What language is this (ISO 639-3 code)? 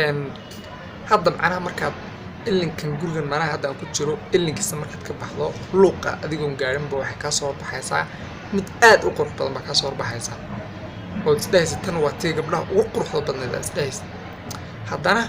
som